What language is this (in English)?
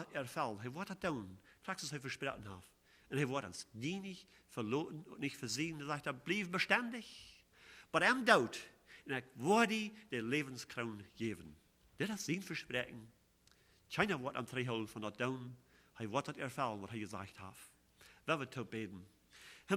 Plautdietsch